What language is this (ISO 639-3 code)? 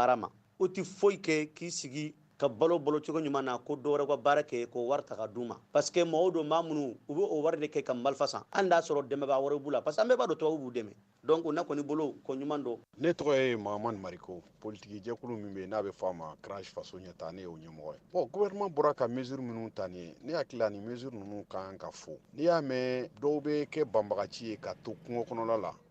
bam